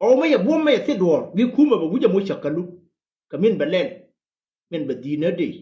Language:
Nuer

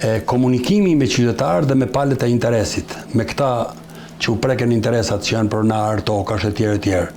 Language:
Albanian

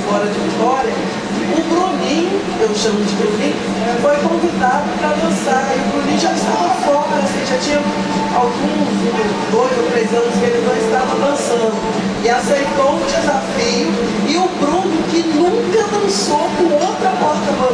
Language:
Portuguese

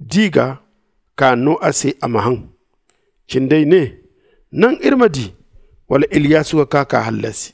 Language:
Zarma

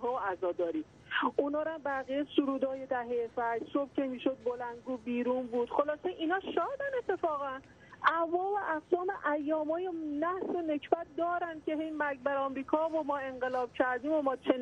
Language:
Persian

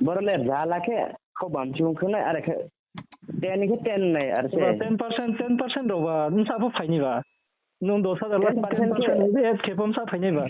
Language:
Riang (India)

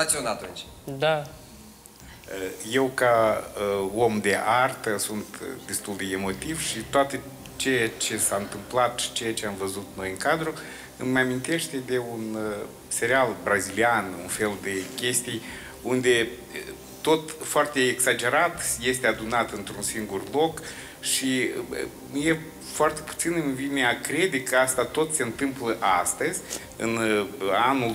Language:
Romanian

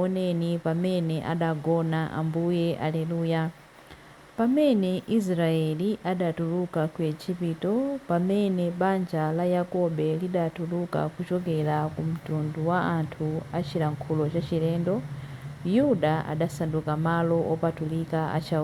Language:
Nyanja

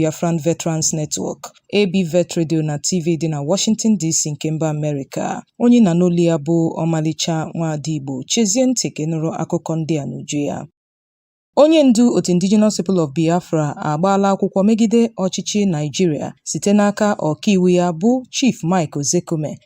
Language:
Igbo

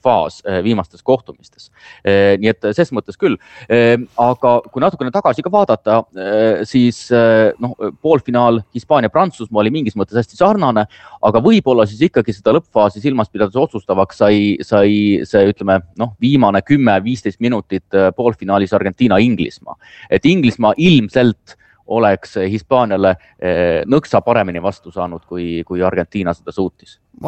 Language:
Estonian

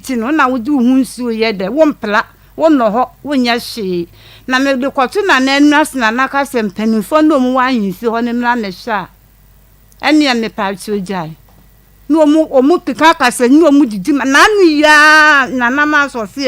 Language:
Akan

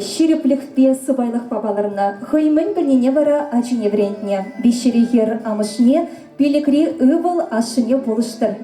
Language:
Chuvash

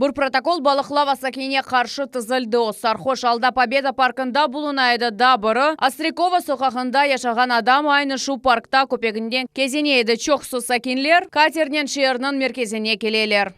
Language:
Crimean Tatar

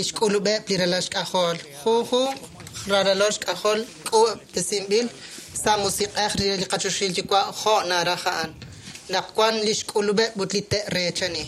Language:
Kekchí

